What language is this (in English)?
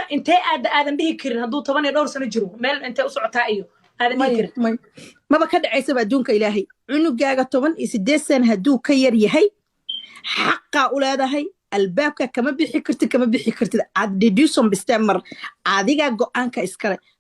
Somali